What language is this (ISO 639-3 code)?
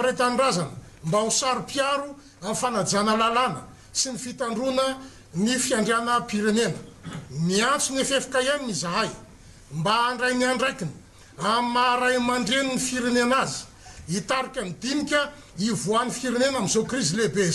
mlg